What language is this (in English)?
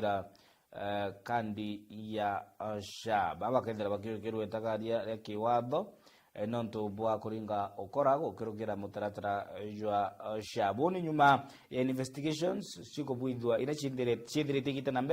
Meru